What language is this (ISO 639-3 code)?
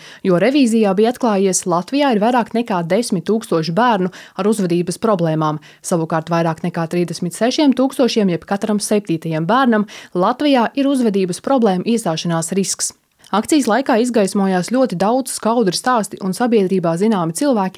lav